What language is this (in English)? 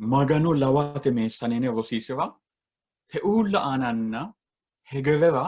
Sidamo